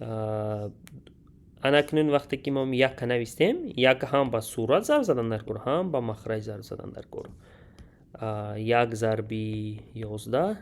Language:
Tajik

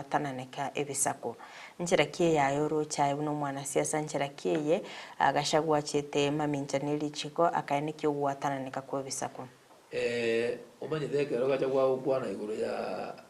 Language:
Gusii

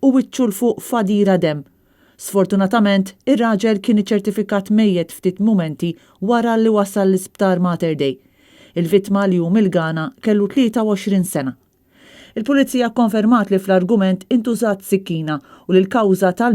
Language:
Maltese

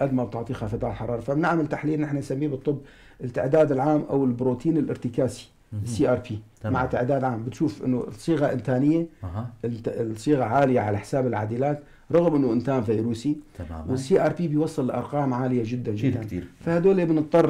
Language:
North Levantine Arabic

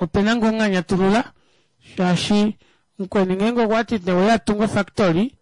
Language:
Kuanyama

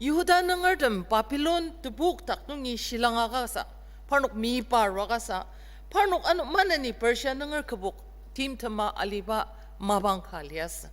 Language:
Ao Naga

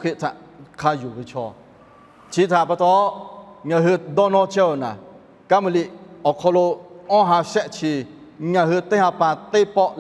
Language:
Lahu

